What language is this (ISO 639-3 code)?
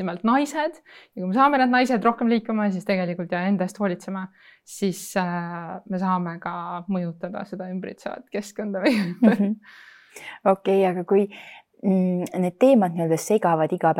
est